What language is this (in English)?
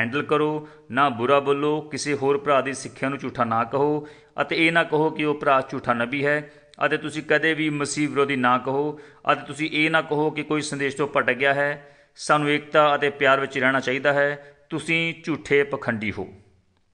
Punjabi